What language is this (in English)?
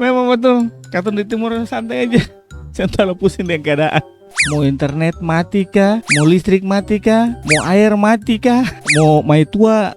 Ambonese Malay